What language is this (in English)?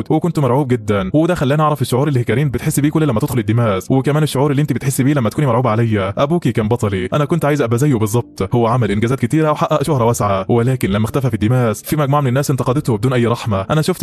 Egyptian Arabic